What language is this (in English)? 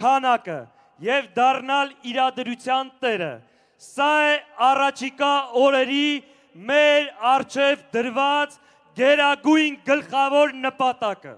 Armenian